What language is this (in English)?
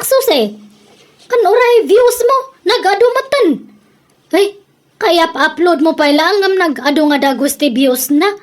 Iloko